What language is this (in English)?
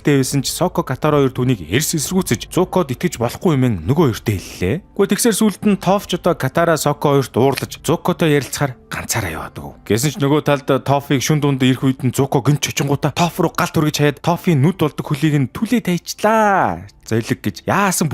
Mongolian